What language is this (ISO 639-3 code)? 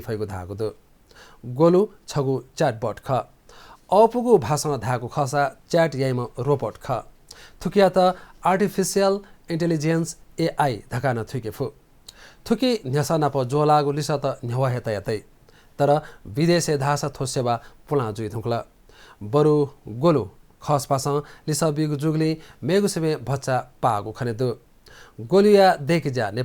new